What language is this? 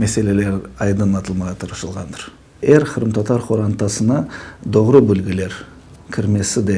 Crimean Tatar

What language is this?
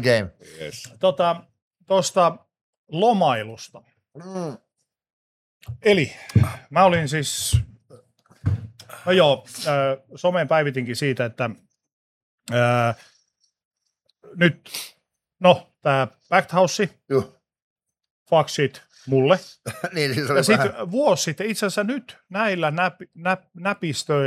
Finnish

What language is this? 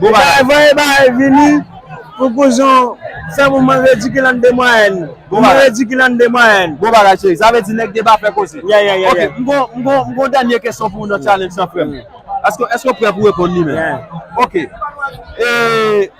Haitian Creole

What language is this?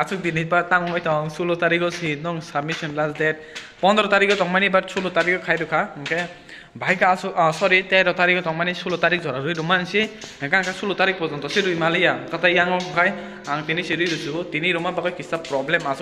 Kok Borok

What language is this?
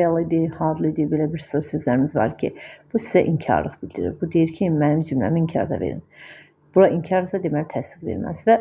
Azerbaijani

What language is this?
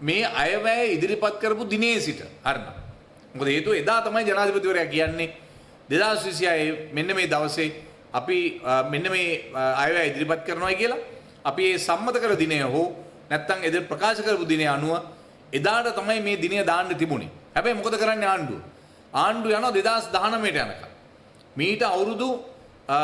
Sinhala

